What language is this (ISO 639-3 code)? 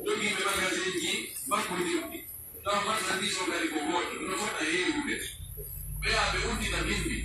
fuf